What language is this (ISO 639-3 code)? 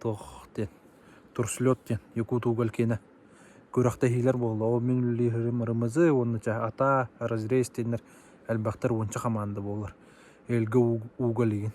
sah